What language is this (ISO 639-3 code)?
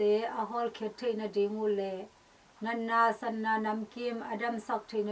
ctd